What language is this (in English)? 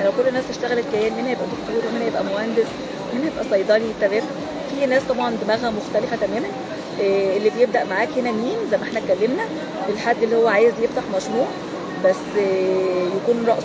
Egyptian Arabic